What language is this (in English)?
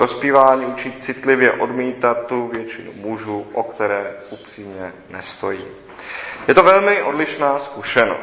Czech